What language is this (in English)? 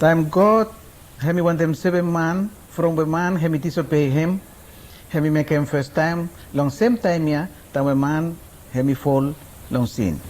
Araki